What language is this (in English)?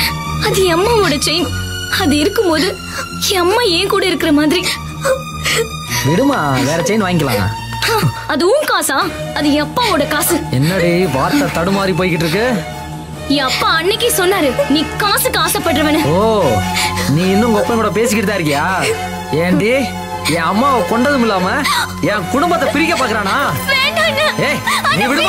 Tamil